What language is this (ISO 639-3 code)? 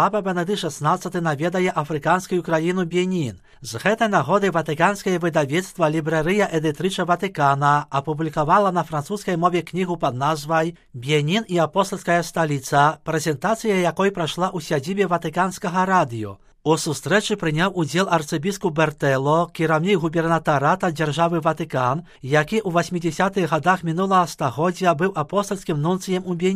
bel